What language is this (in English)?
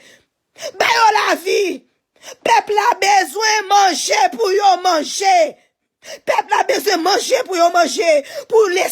Haitian Creole